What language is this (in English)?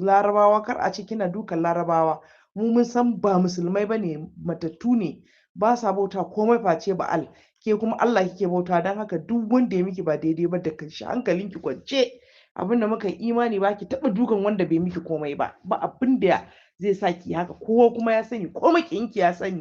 Hausa